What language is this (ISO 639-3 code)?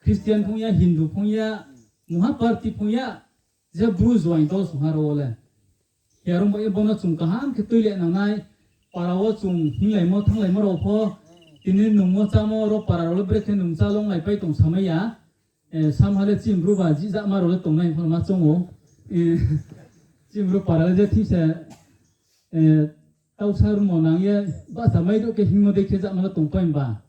ria